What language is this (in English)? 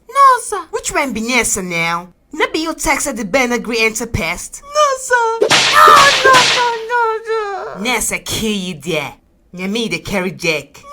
Nigerian Pidgin